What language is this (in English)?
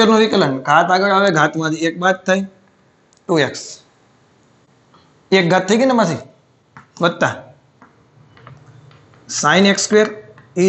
Gujarati